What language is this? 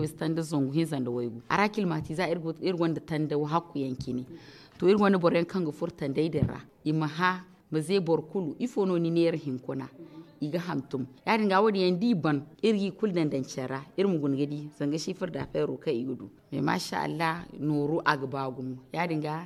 Zarma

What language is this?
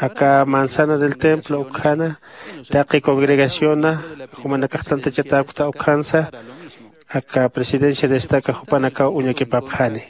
Aymara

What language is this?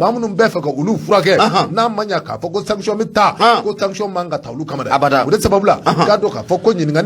Bambara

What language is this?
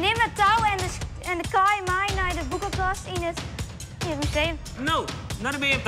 Western Frisian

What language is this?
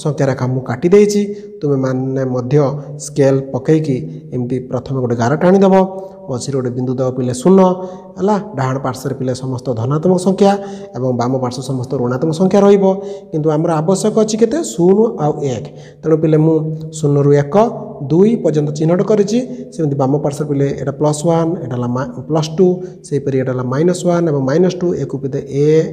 Odia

